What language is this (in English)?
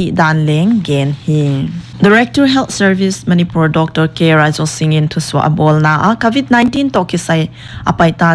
Paite Chin